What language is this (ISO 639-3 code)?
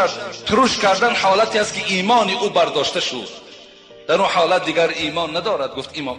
tgk